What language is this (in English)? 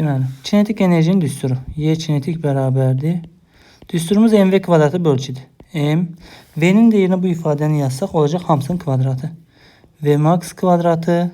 Azerbaijani